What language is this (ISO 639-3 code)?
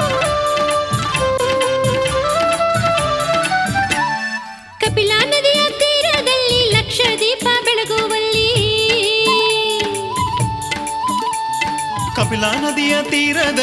kan